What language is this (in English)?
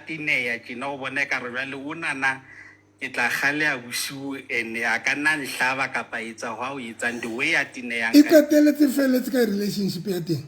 Southern Sotho